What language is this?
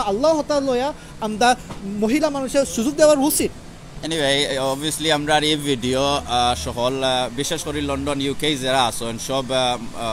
Sylheti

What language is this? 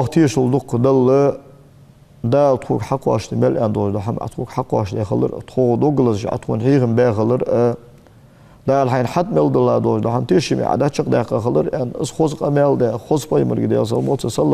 Ingush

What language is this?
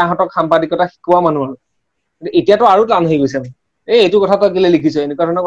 Assamese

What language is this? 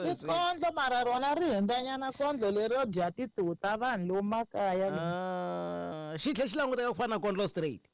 Tsonga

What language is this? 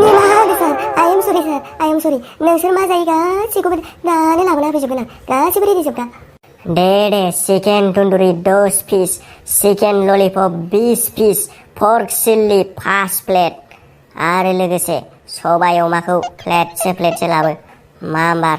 Bodo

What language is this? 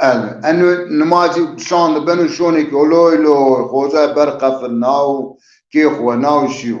Zaza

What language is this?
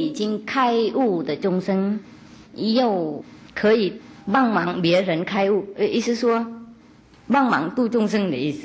Chinese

